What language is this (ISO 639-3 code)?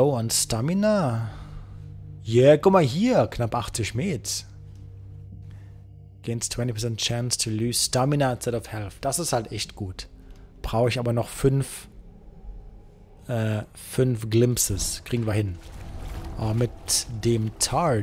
deu